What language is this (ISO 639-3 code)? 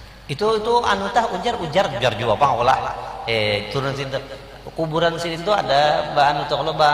bjn